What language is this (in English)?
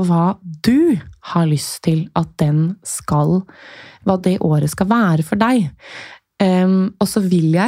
Norwegian